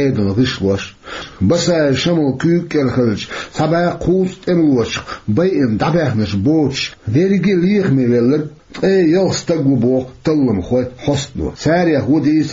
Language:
Chechen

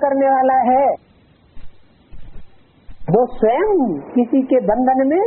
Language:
Hindi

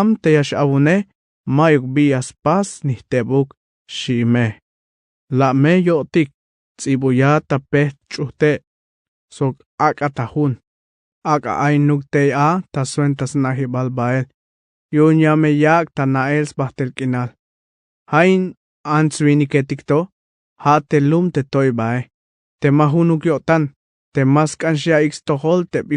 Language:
Tzeltal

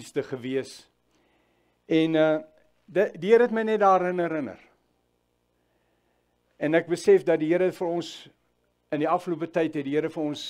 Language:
Afrikaans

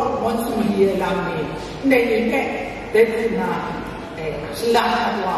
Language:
Kachin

